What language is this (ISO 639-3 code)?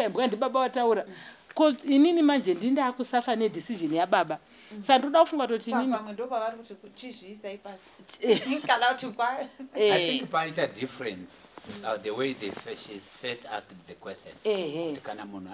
sna